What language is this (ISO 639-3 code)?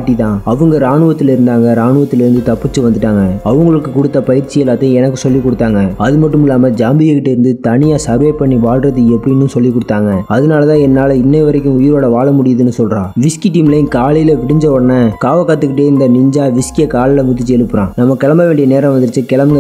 tam